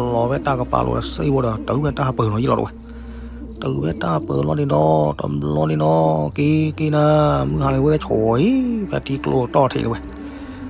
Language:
S'gaw Karen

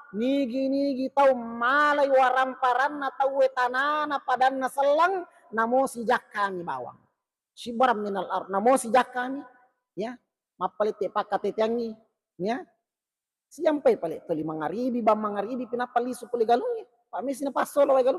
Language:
Buginese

